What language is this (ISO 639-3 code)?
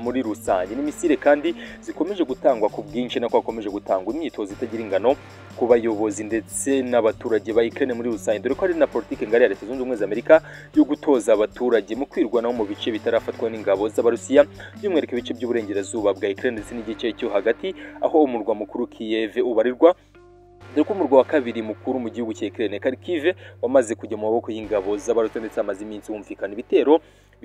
kin